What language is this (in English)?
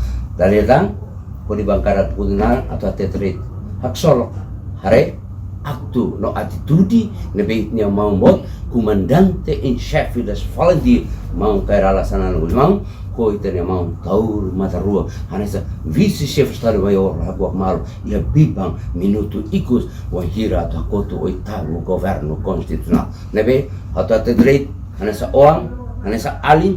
Tetum